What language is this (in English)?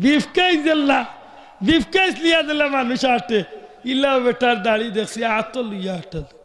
Sylheti